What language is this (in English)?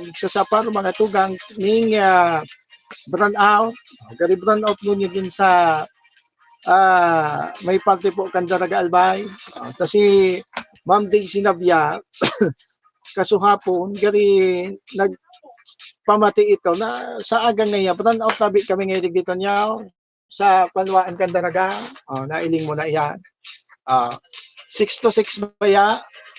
Bikol